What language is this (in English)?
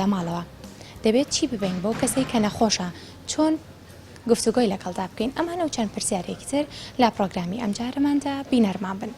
Central Kurdish